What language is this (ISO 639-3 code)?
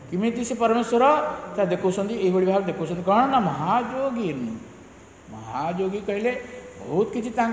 ori